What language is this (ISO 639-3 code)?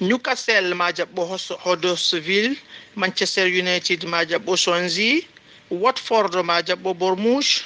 ful